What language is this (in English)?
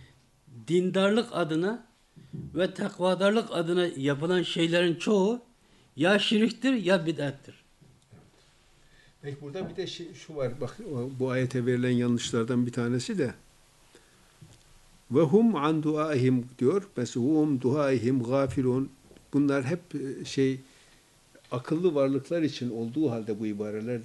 Turkish